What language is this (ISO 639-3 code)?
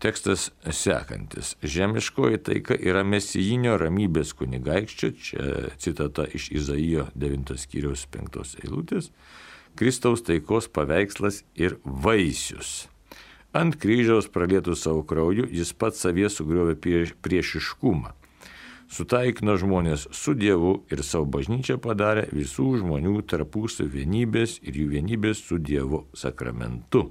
lit